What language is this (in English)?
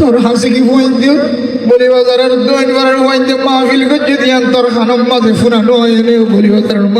Rohingya